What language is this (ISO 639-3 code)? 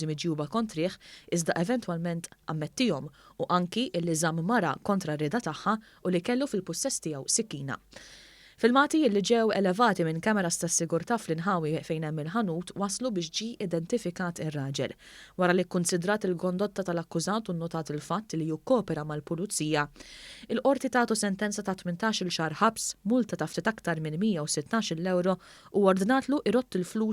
mlt